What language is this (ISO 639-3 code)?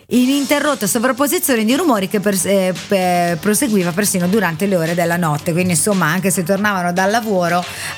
ita